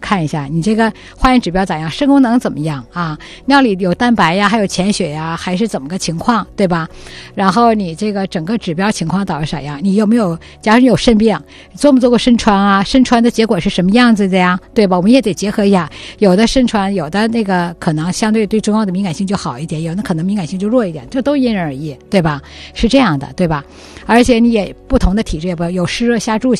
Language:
Chinese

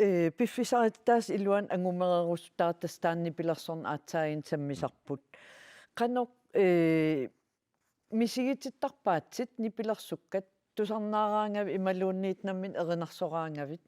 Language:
Kalaallisut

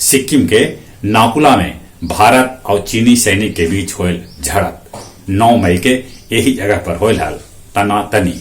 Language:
Magahi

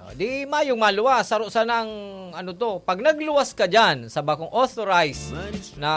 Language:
Bikol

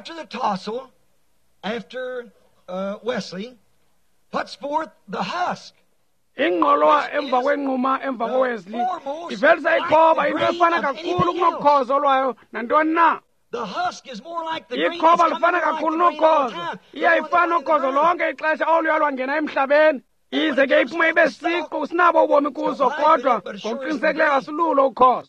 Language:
Xhosa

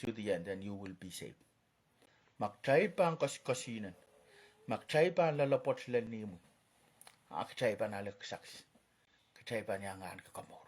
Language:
Pohnpeian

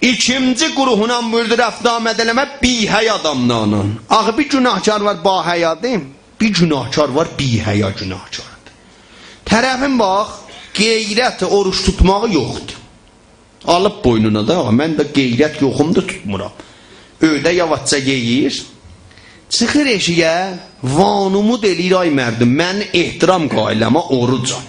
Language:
South Azerbaijani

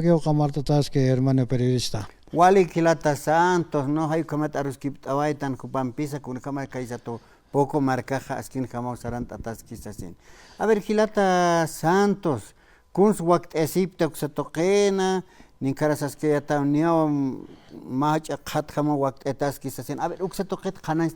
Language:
Aymara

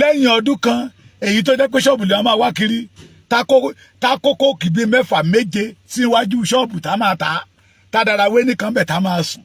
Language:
Yoruba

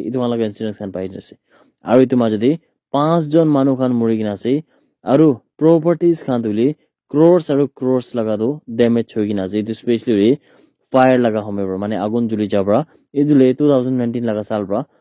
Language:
Naga Pidgin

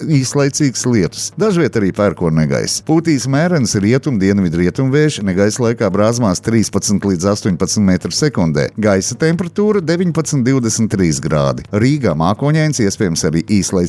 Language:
Latvian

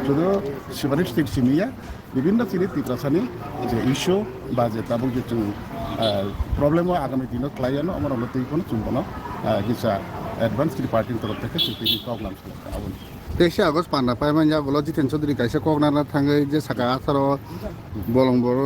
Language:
Riang (India)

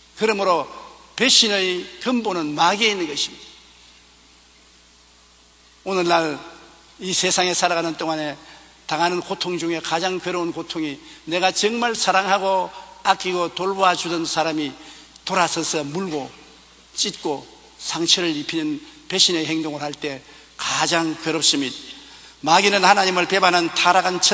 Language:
Korean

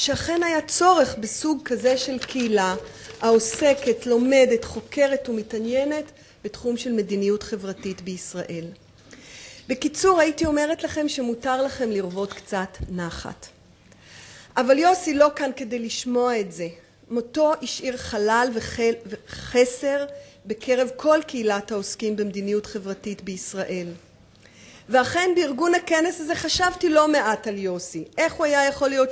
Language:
Hebrew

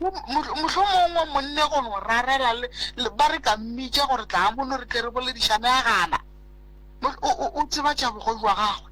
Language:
Northern Sotho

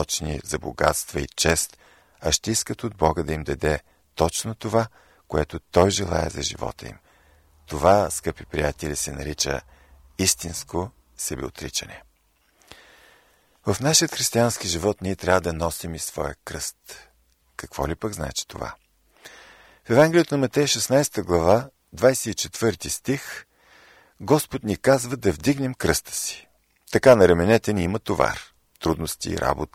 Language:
Bulgarian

